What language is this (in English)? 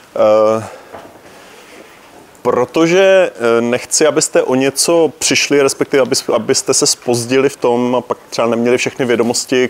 Czech